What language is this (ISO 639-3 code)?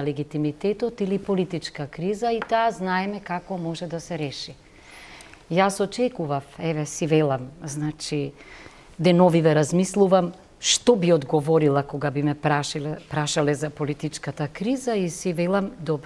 mkd